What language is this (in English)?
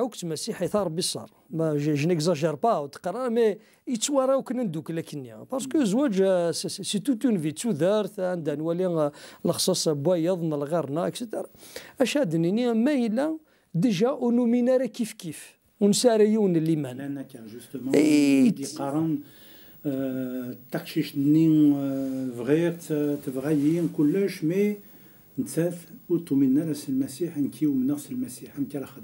Kabyle